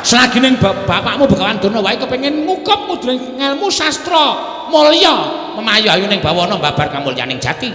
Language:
Javanese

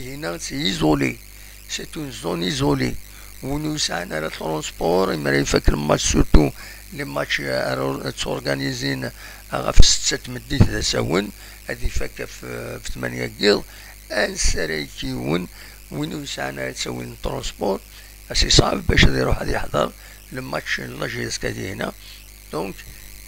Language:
Kabyle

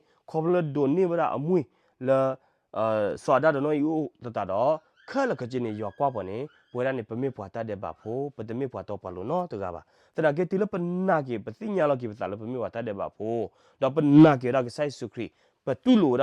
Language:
S'gaw Karen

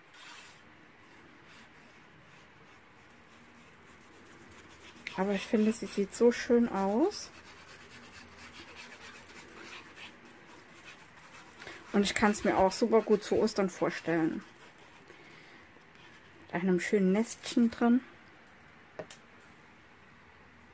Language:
German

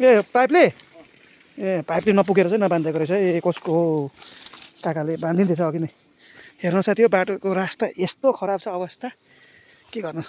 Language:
Nepali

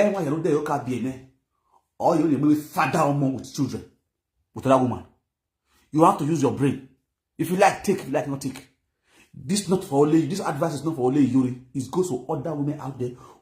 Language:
Nigerian Pidgin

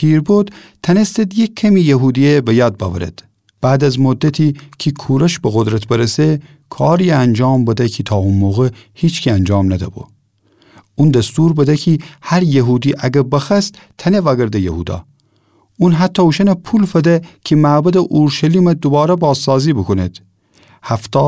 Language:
Gilaki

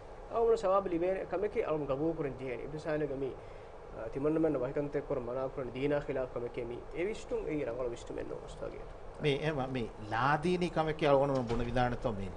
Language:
Divehi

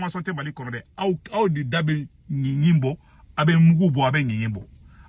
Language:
Bambara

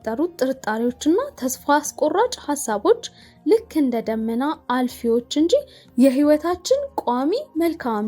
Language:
Amharic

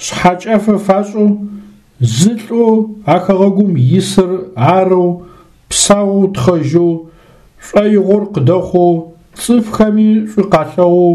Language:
Adyghe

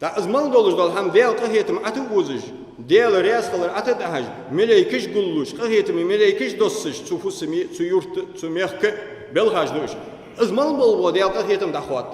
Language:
Ingush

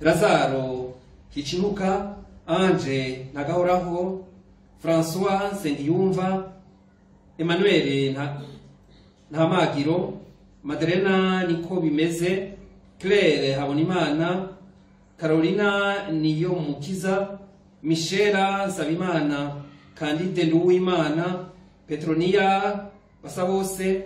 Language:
Rundi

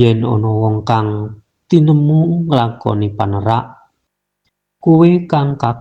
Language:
Javanese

